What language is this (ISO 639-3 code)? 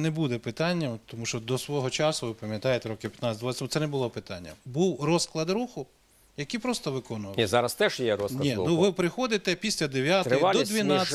ukr